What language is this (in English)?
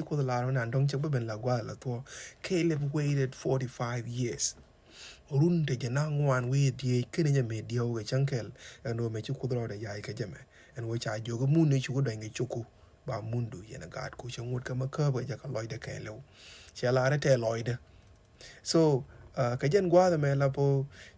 Nuer